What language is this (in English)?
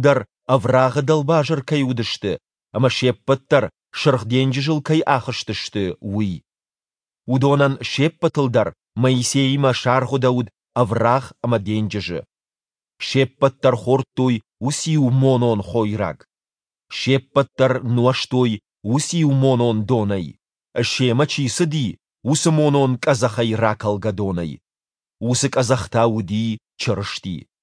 Ossetic